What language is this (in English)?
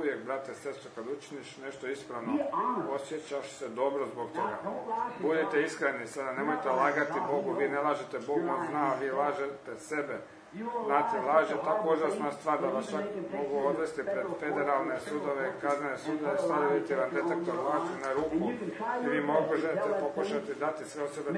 Croatian